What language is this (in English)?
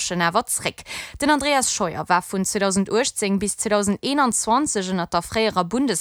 Luxembourgish